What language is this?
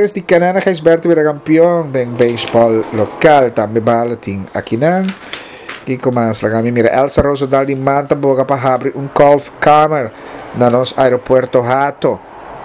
Papiamento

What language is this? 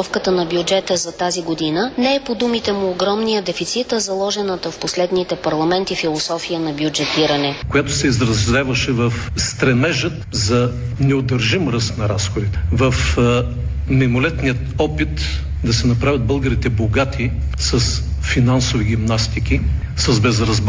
Bulgarian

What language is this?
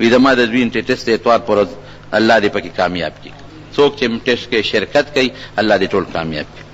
Pashto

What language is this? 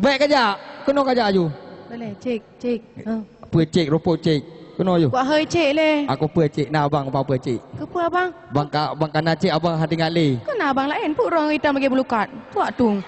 Achinese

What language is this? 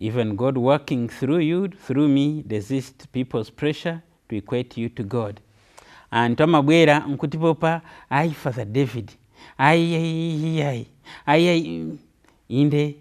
Nyanja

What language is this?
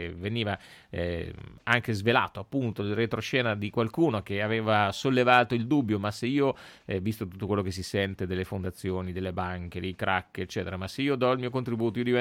Italian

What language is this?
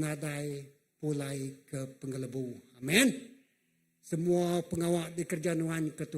Iban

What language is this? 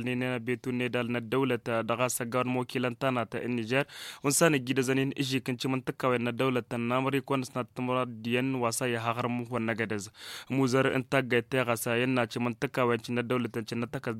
Tamasheq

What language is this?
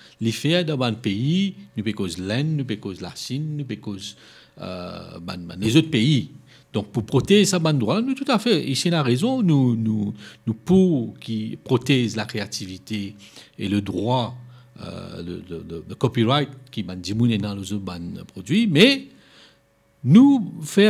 Morisyen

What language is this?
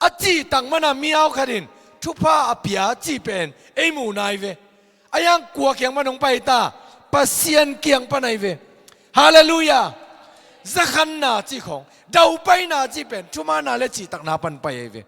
Tedim Chin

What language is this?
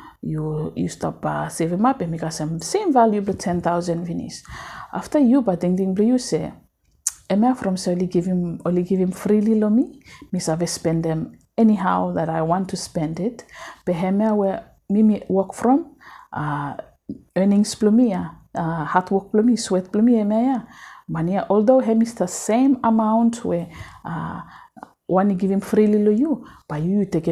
Bislama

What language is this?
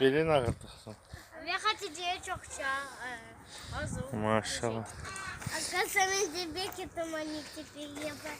Crimean Tatar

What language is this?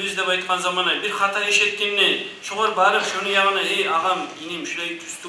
Kumyk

